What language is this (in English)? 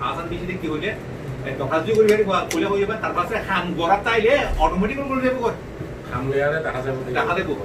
Rohingya